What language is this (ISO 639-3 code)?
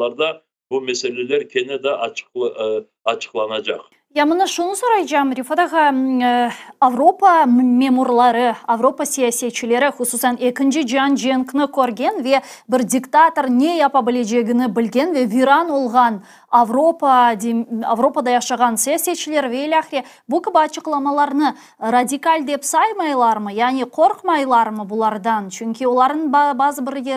crh